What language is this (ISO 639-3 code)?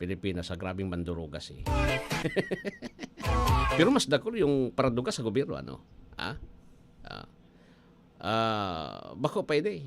bik